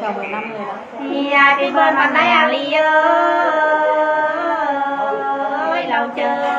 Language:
Nung (Viet Nam)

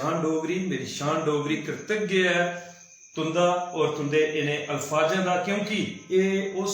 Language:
Dogri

